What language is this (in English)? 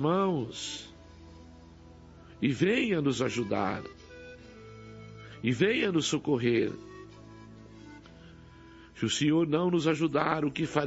Portuguese